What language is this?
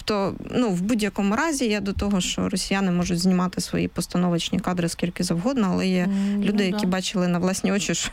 Ukrainian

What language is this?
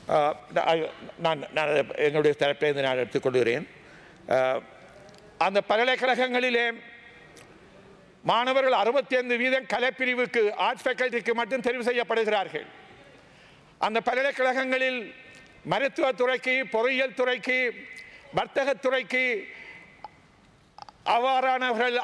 Tamil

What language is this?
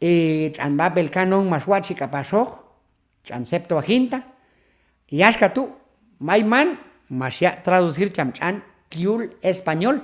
Q'anjob'al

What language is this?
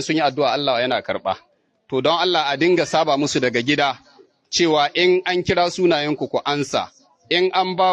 Hausa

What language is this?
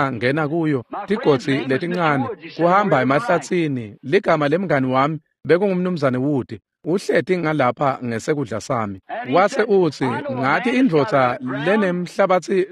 Swati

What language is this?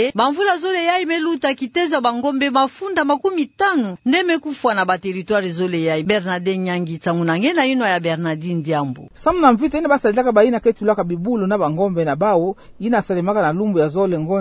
Kituba (Democratic Republic of Congo)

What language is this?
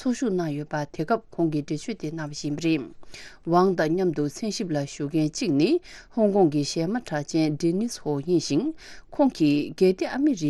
Tibetan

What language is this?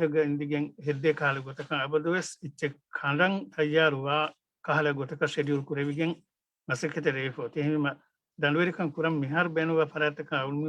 Divehi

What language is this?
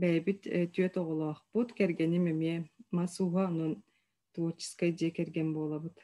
Yakut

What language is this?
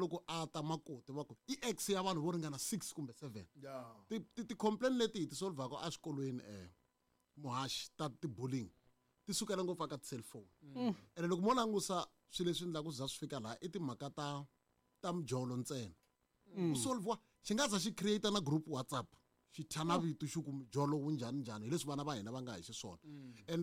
Tsonga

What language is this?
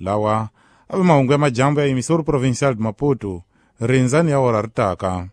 Tsonga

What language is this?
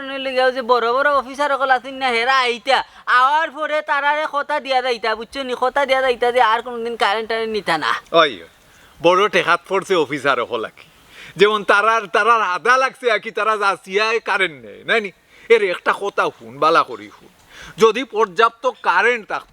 Sylheti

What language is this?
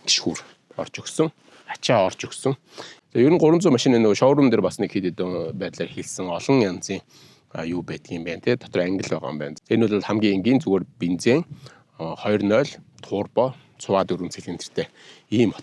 Mongolian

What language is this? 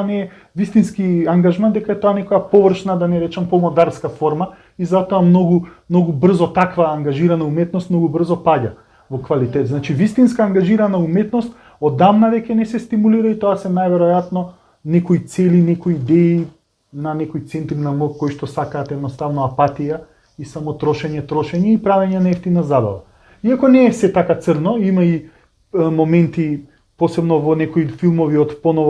Macedonian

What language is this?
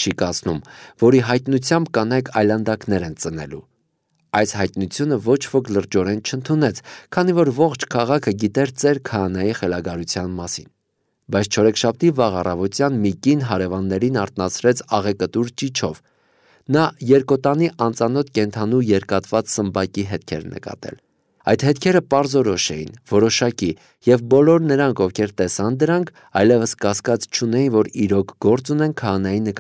Armenian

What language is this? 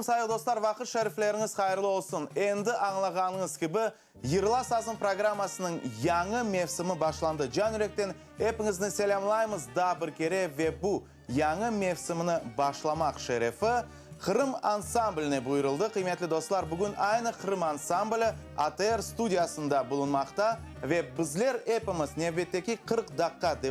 Crimean Tatar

